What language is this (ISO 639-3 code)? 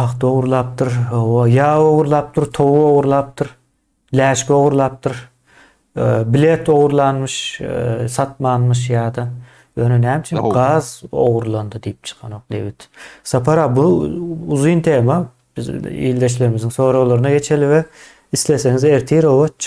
tuk